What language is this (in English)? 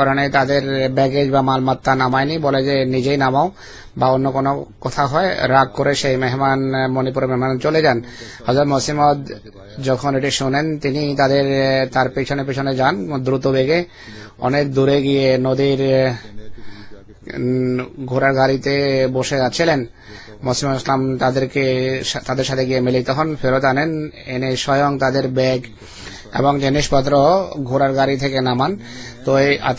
Bangla